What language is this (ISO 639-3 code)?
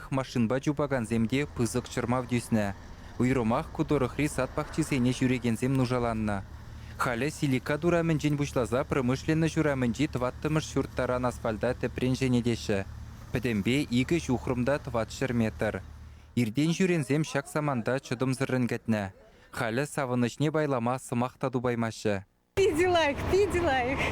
chv